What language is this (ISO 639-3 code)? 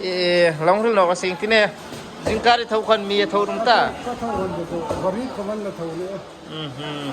hmr